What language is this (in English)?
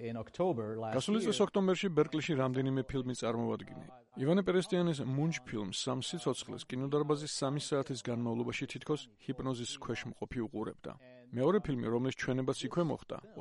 Georgian